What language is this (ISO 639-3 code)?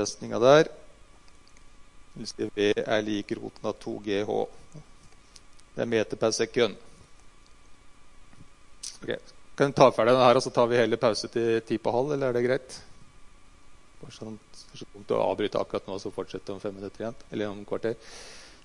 nor